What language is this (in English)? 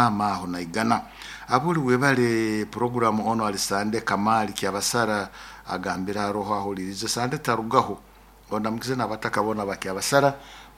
Nyoro